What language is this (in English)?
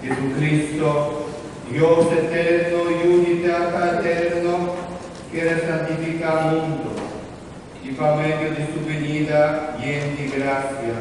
Papiamento